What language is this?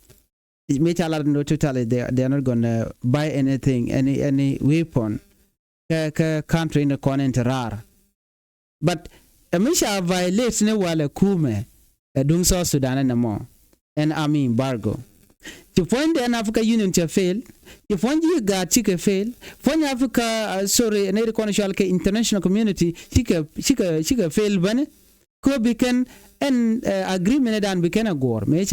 Nuer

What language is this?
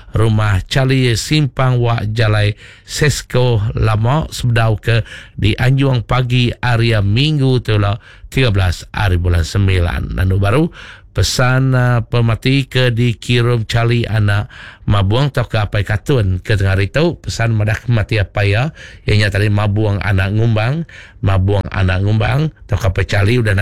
Iban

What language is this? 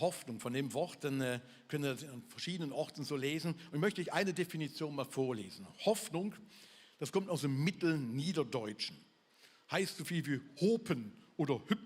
Swiss German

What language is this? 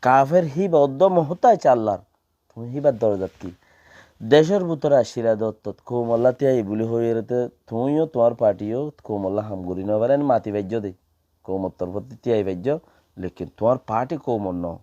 Rohingya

